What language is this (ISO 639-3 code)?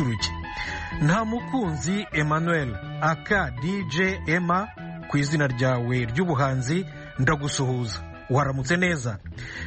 kin